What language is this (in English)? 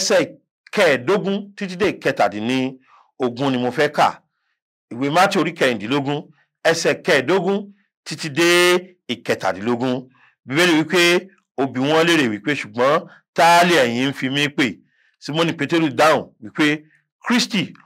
Yoruba